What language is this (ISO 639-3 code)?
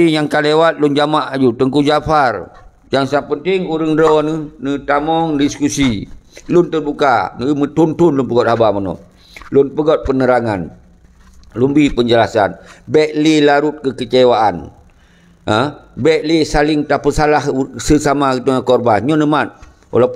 ace